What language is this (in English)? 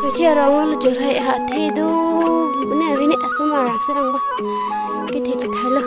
Karbi